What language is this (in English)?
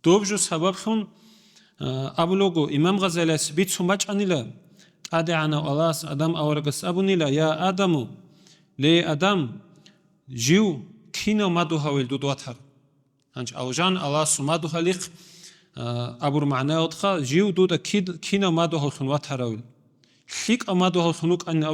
Avaric